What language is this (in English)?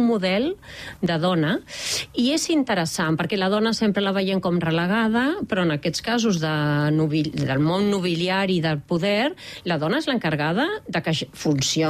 Catalan